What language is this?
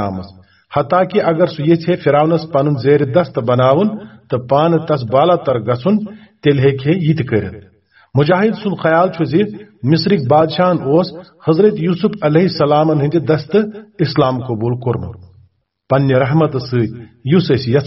Kashmiri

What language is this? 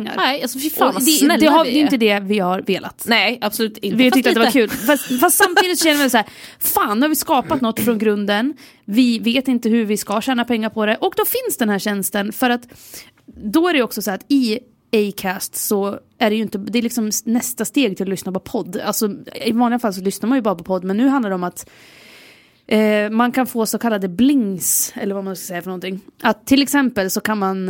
Swedish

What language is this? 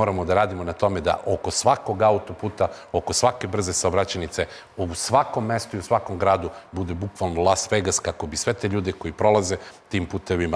Serbian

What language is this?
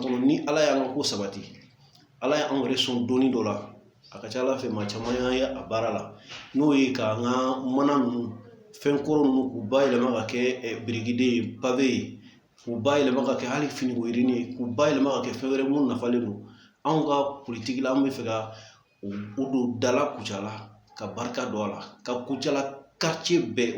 Bambara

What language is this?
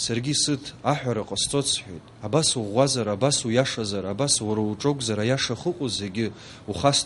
Abkhazian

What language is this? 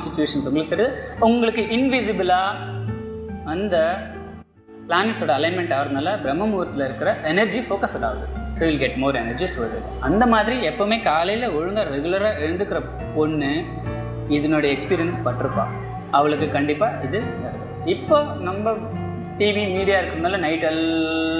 Tamil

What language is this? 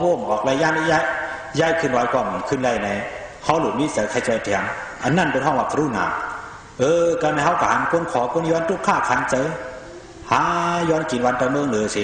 Shan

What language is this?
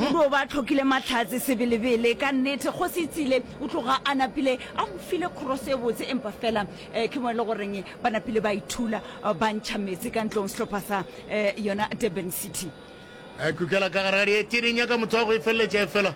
Northern Sotho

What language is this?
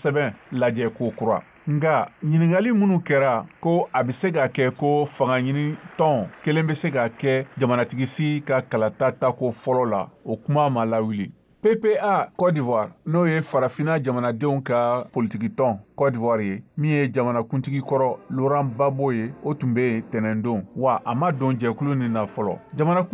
Bambara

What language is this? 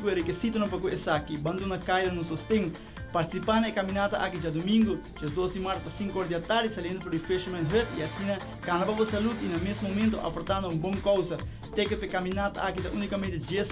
Papiamento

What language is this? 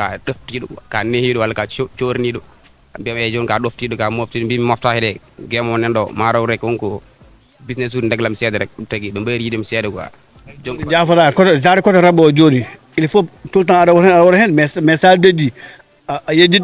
Fula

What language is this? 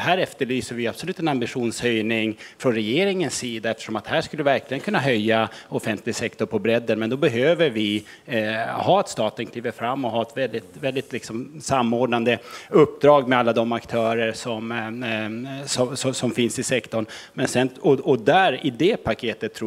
Swedish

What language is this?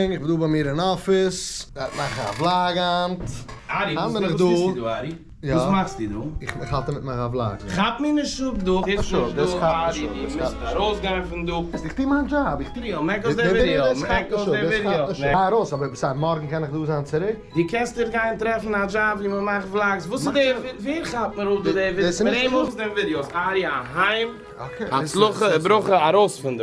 Yiddish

